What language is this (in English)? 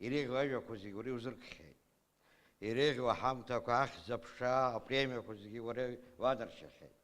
Abkhazian